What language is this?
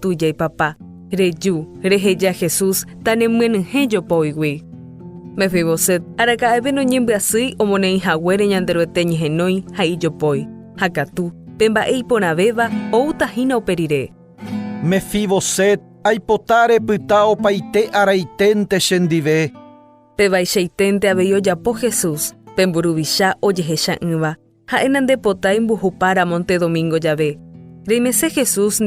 Guarani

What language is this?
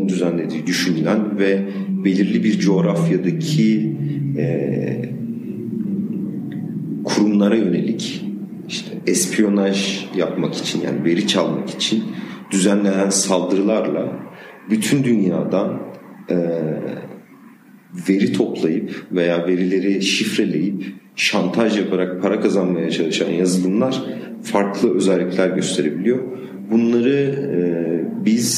Turkish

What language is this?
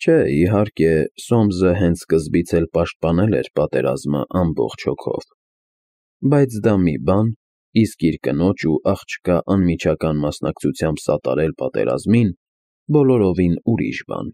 Armenian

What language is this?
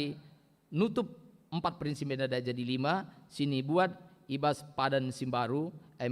Batak Karo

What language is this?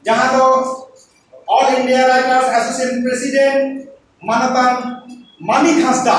Santali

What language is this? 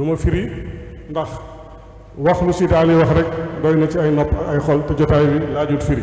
Wolof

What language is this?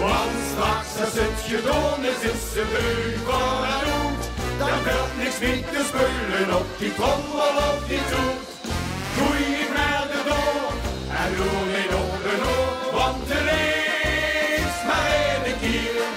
Limburgish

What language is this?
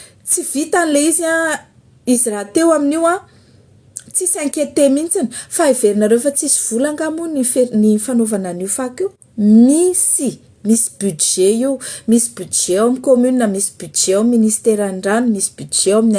Malagasy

